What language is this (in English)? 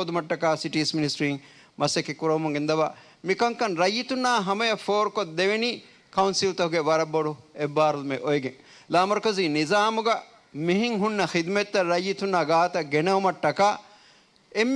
Divehi